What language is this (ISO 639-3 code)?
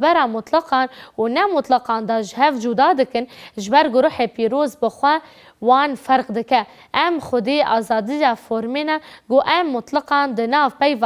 kur